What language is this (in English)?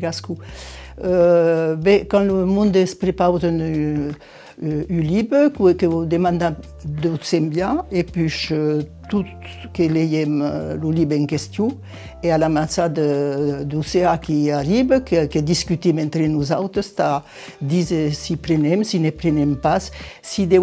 Occitan